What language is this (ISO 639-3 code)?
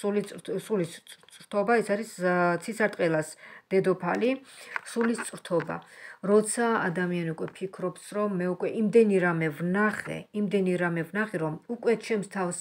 kat